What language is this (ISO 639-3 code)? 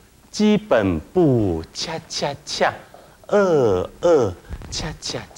zho